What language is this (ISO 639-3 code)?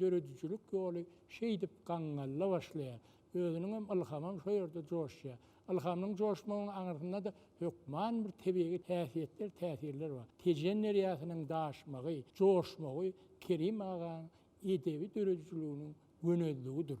tuk